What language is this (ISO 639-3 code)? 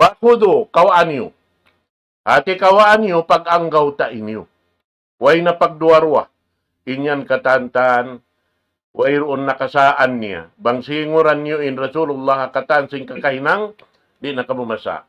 tsg